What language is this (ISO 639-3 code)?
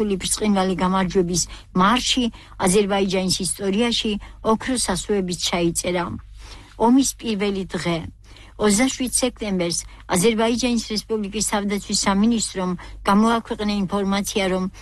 kat